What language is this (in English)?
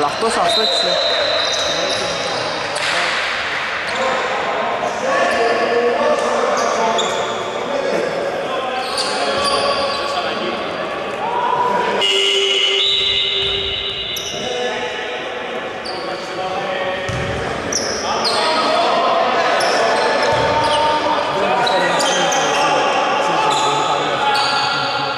Greek